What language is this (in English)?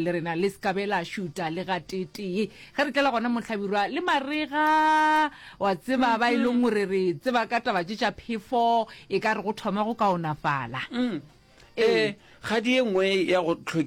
Northern Sotho